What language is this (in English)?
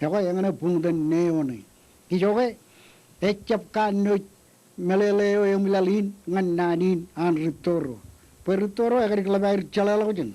Marshallese